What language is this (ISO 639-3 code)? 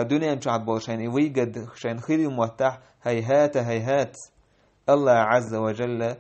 che